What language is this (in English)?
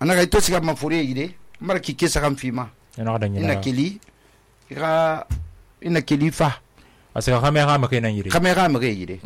Susu